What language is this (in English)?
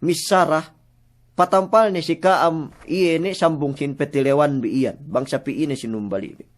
Yakan